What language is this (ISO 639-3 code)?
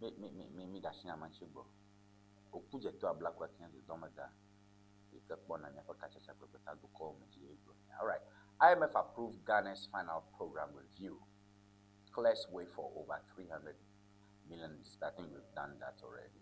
ewe